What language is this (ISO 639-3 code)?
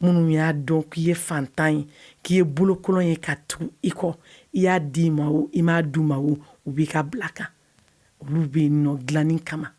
bam